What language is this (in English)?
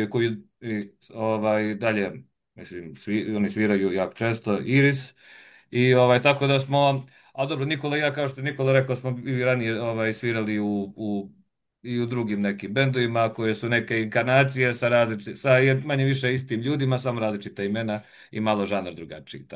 Serbian